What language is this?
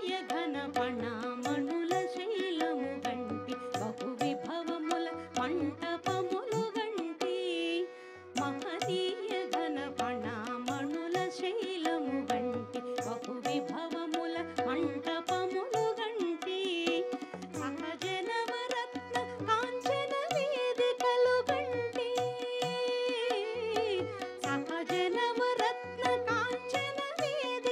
Telugu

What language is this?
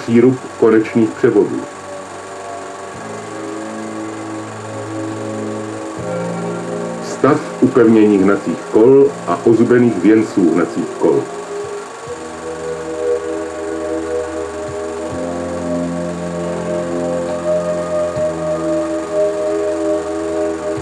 Czech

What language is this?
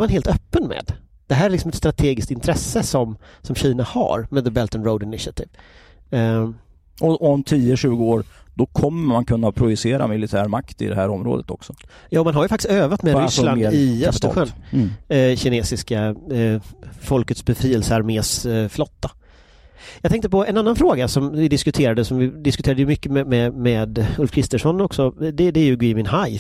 Swedish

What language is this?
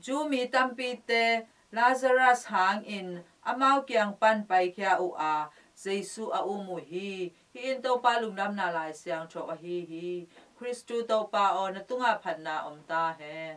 Tedim Chin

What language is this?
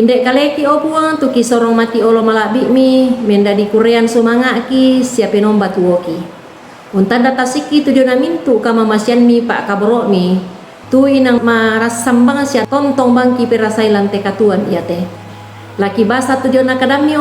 Toraja-Sa'dan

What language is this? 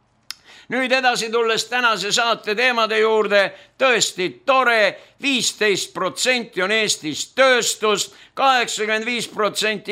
Estonian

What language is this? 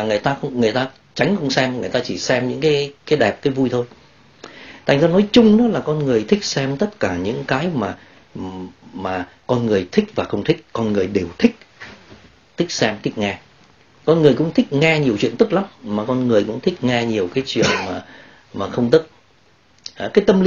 Vietnamese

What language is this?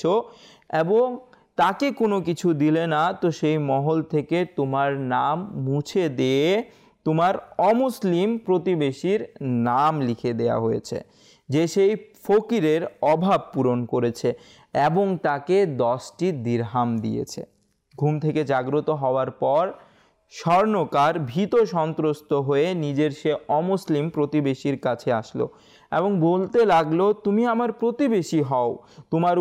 Bangla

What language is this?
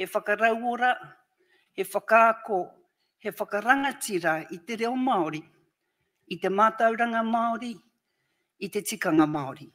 Māori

